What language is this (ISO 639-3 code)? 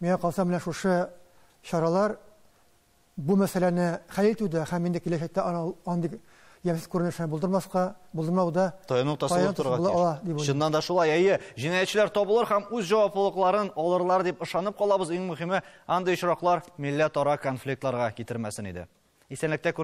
tat